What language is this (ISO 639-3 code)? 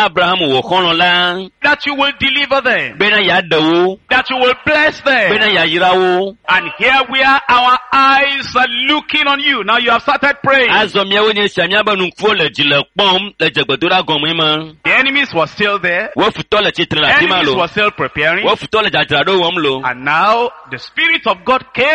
ewe